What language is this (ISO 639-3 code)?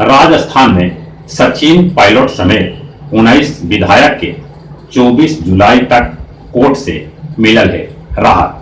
mag